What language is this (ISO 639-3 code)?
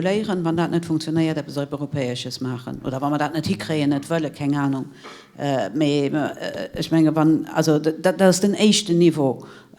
ltz